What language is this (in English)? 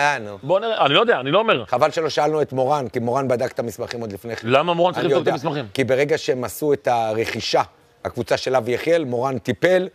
Hebrew